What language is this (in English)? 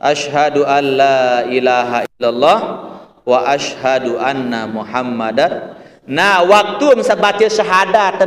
Sasak